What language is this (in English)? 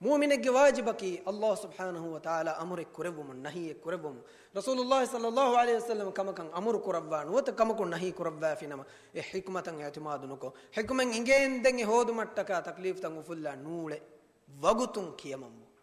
Divehi